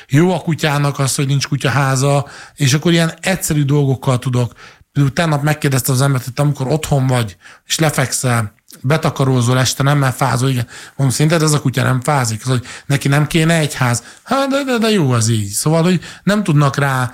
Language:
Hungarian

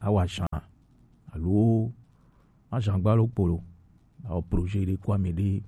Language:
Gen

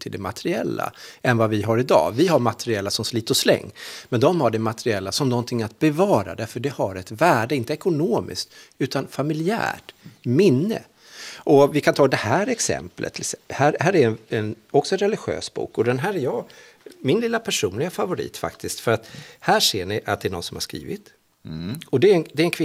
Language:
Swedish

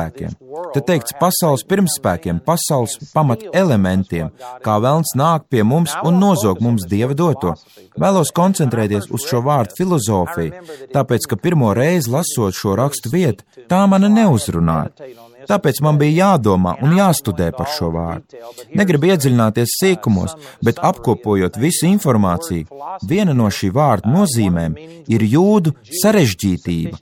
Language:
Latvian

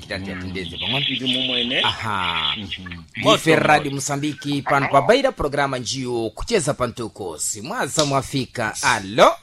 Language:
Sena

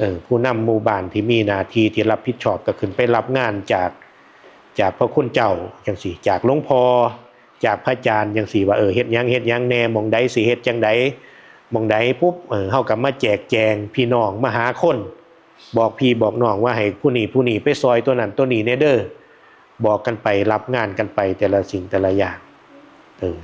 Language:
Northeastern Thai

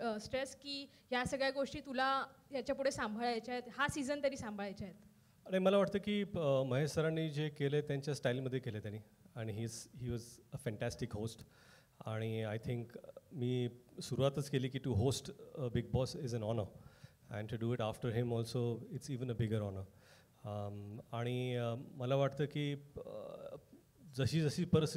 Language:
Marathi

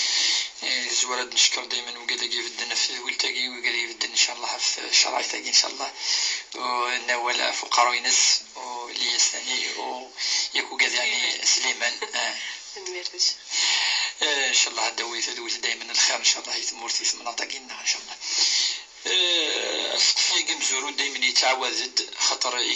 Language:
Kabyle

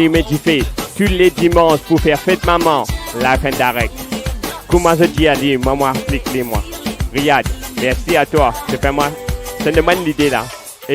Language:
Morisyen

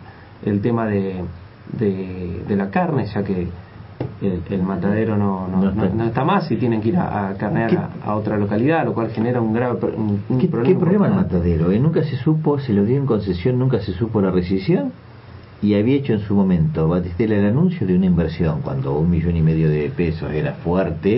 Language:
Spanish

